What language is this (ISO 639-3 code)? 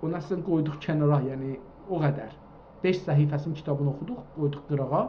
azb